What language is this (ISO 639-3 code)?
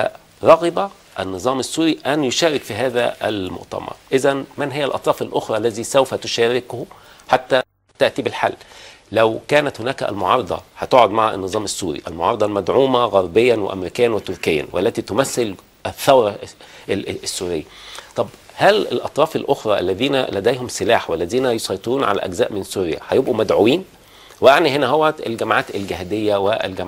arz